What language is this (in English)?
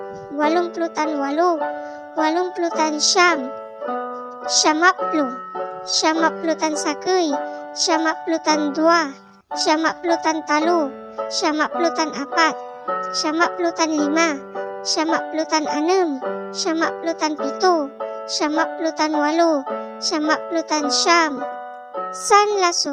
Pangasinan